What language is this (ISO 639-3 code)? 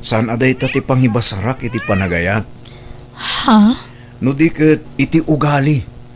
ilo